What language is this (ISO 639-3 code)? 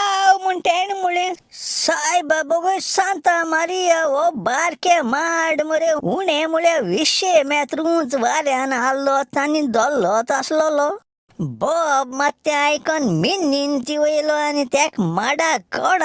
kok